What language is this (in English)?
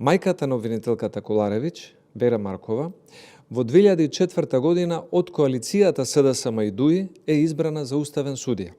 Macedonian